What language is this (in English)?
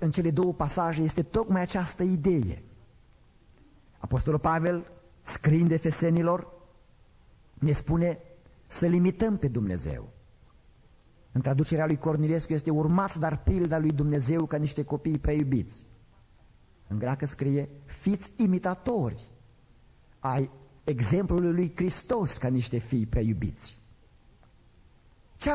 Romanian